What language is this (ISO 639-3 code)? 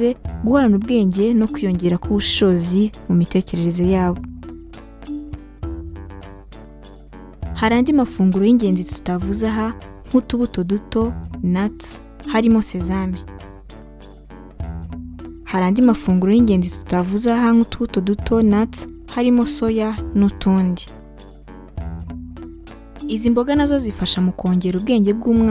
kin